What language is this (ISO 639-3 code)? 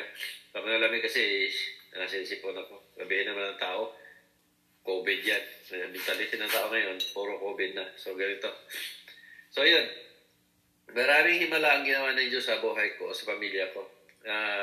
fil